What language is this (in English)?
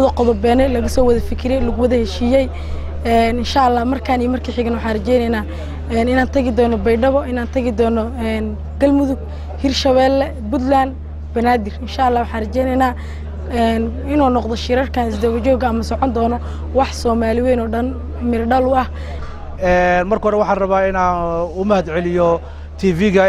Somali